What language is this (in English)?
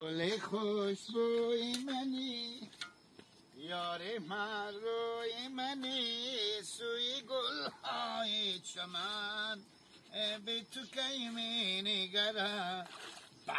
Hazaragi